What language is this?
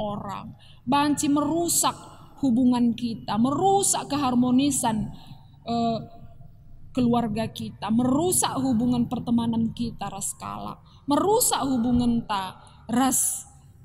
Batak Karo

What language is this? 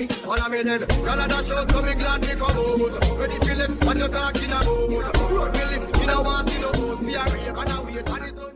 Jamaican Creole English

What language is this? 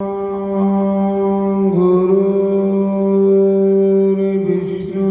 Dogri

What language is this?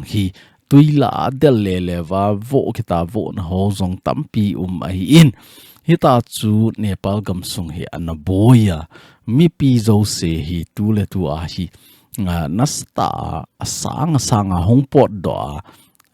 Thado Chin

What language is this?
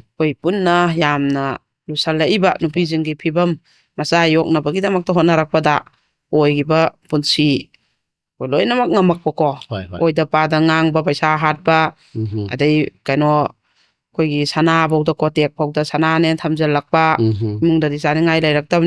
Manipuri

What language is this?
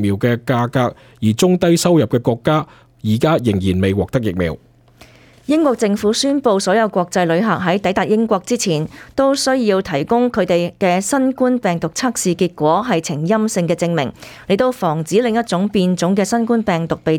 Cantonese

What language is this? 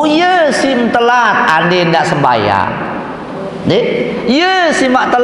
Sasak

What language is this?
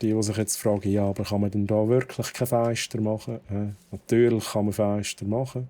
Swiss German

